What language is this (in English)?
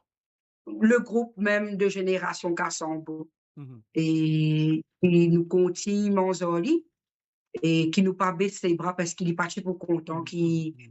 Morisyen